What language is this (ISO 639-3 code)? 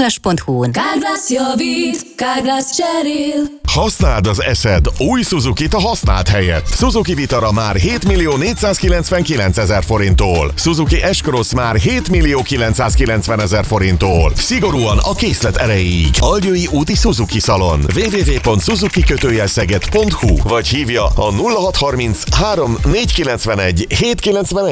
hun